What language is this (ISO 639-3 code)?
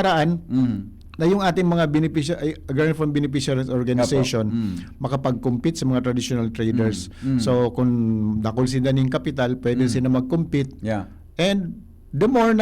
bik